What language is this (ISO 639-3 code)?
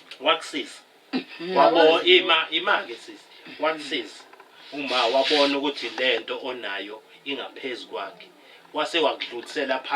zul